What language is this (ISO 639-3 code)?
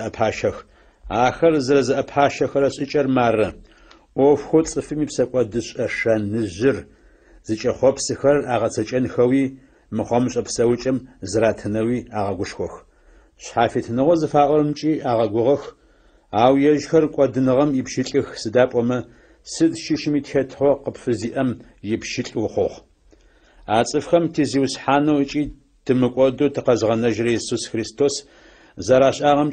ady